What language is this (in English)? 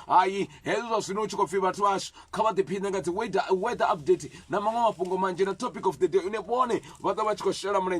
Venda